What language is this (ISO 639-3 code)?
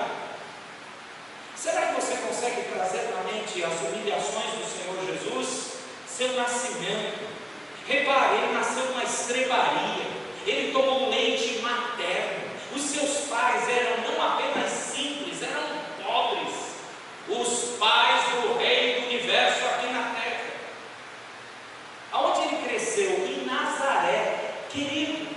por